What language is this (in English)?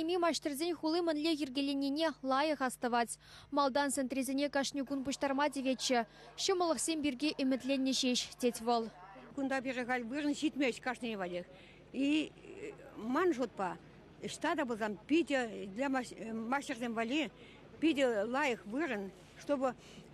Chuvash